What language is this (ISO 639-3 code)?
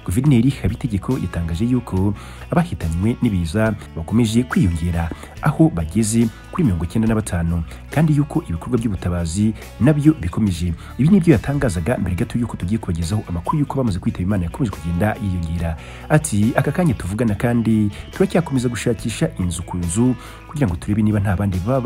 kin